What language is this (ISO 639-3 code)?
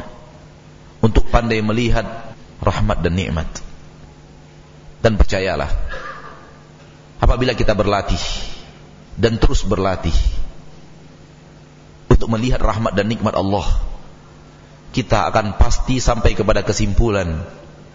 ind